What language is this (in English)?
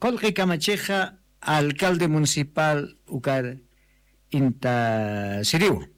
Aymara